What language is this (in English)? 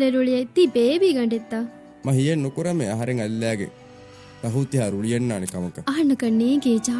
Divehi